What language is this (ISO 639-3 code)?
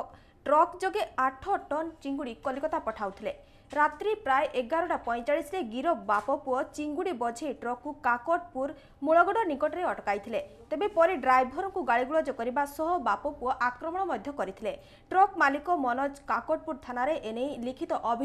ori